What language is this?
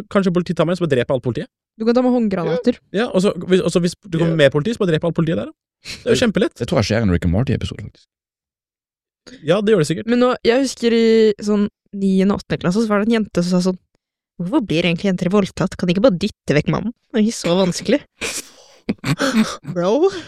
Norwegian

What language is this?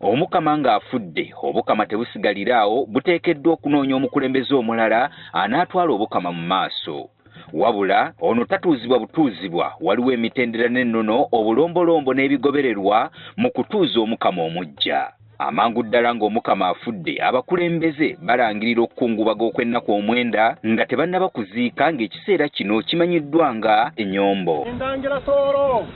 Ganda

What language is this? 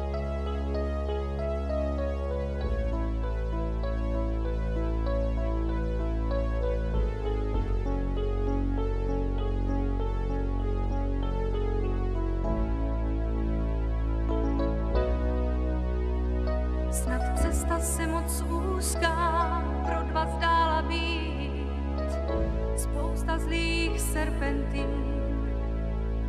Czech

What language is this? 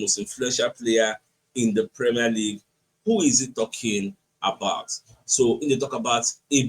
Nigerian Pidgin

